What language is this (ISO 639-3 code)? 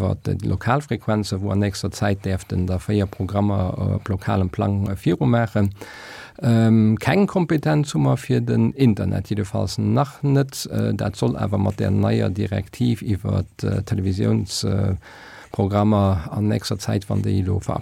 ltz